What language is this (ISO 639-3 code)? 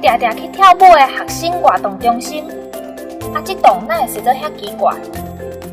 nan